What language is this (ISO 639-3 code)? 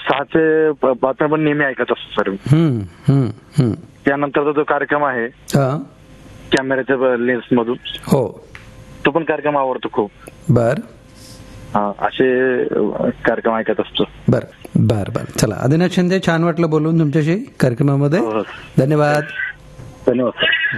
mar